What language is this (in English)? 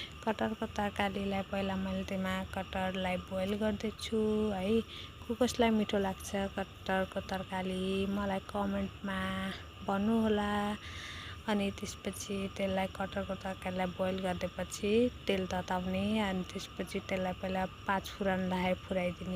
Nepali